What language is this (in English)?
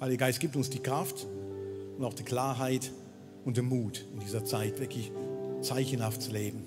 Swiss German